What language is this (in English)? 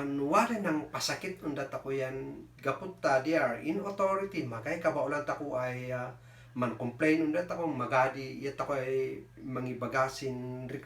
Kankanaey